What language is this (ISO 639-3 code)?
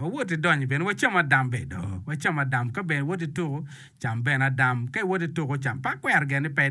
ach